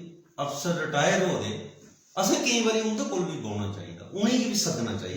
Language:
Dogri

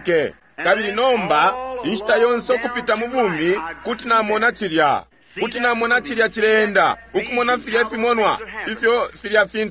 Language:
Bemba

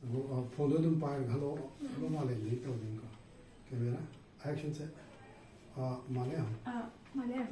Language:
Manipuri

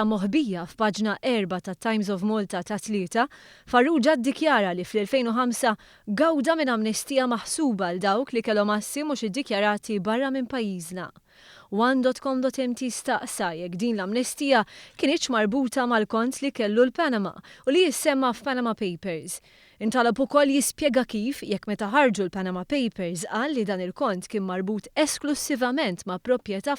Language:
Maltese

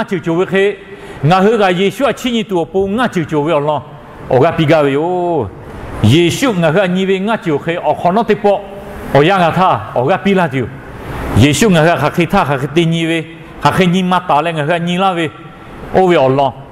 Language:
Lahu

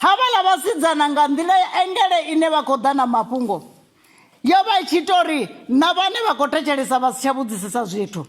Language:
Venda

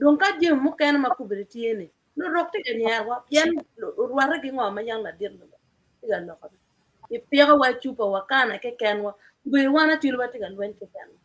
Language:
Acoli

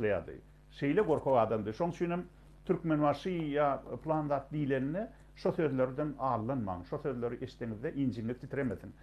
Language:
Turkmen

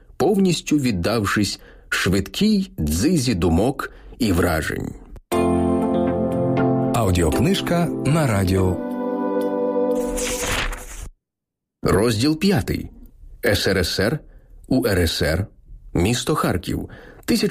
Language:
Ukrainian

